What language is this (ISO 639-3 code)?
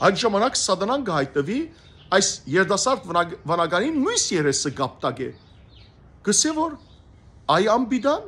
hyw